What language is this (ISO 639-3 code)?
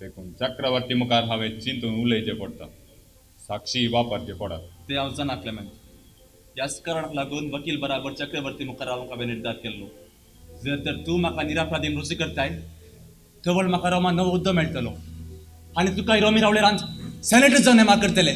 kok